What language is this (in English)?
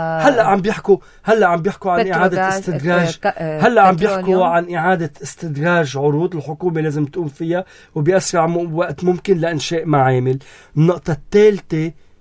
North Levantine Arabic